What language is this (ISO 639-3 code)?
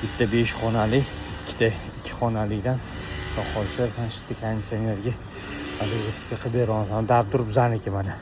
uzb